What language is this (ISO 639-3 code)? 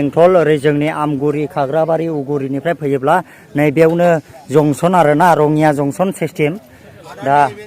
brx